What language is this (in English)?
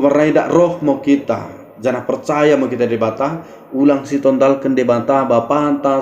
Batak Dairi